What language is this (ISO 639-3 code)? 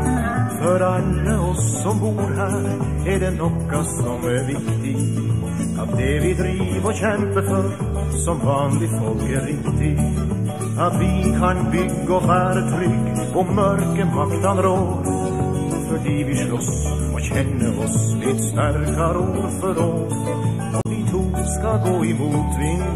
nor